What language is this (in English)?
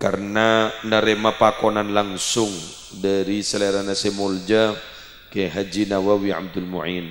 Madurese